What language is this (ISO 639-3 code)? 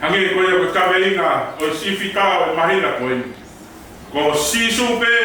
ton